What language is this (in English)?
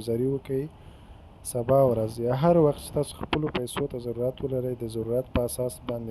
Pashto